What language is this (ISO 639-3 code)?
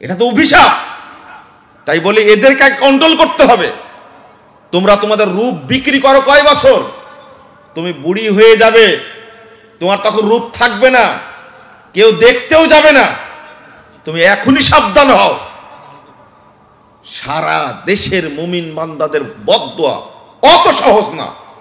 ben